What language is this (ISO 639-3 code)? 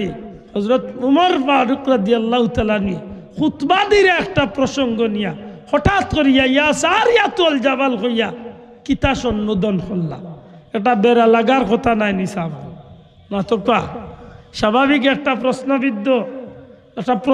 syl